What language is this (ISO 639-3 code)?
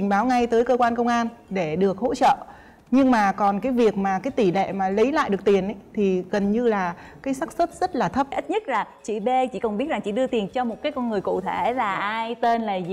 vie